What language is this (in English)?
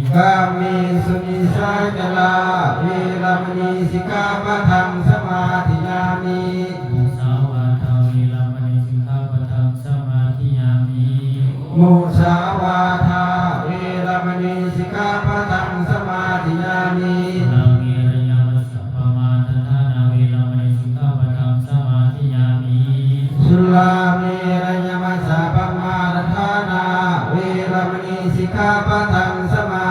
Pali